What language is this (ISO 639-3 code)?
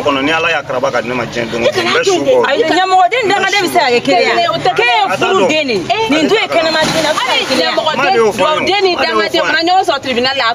bam